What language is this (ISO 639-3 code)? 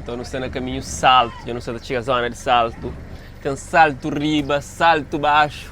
kea